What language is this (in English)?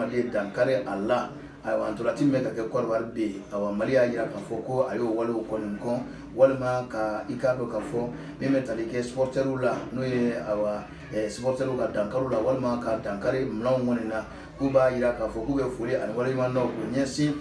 Bambara